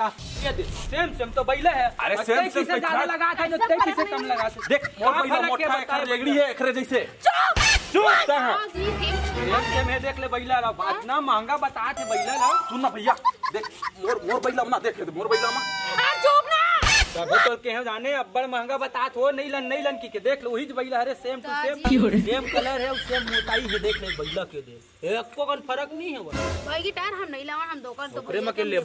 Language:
Chhattisgarhi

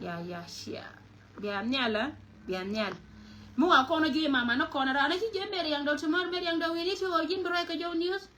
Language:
Nuer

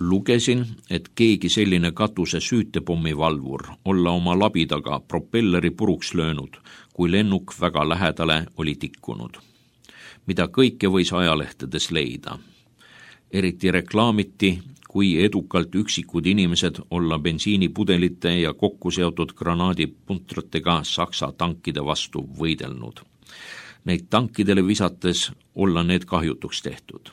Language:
Estonian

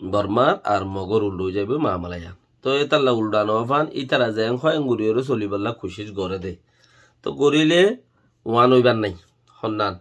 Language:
Rohingya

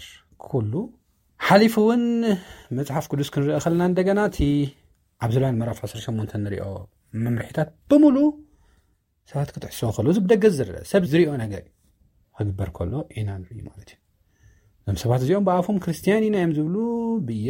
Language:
Tigrinya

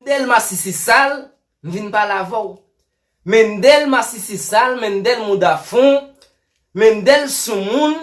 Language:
Haitian Creole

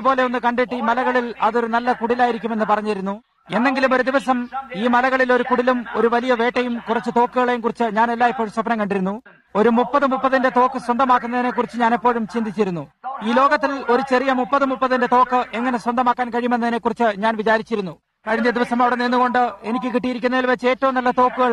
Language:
Malayalam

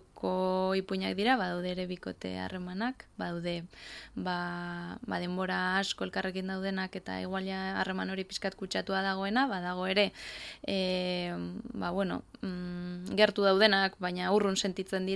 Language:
Basque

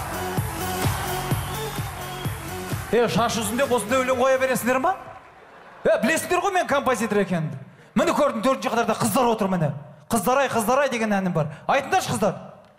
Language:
Kazakh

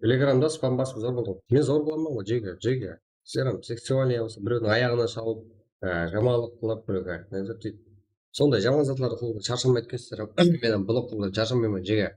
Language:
Kara-Kalpak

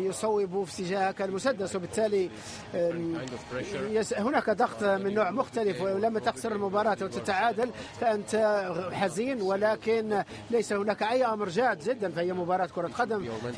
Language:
Arabic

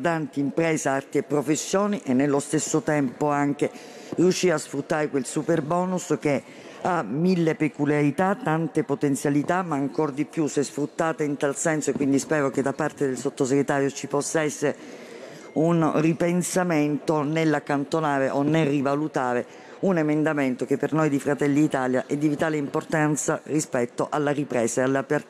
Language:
Italian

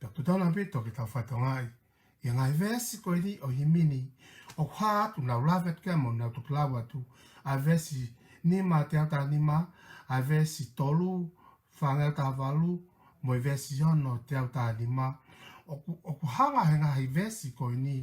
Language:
Tongan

